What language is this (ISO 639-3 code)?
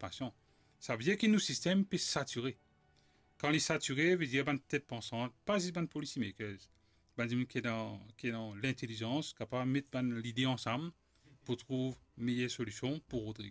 mfe